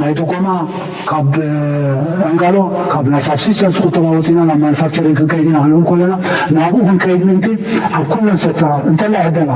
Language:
Tigrinya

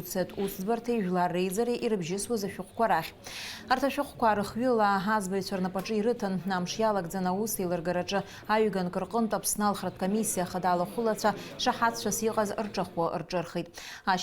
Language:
Abkhazian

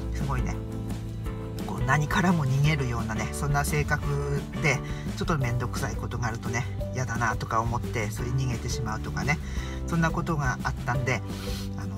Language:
Japanese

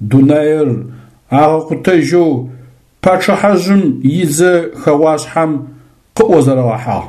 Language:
Adyghe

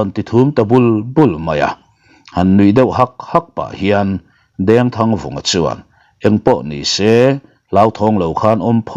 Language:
Mizo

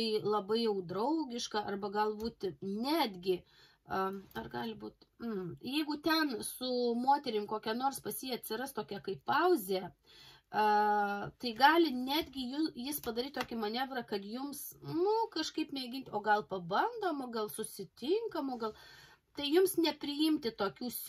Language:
Lithuanian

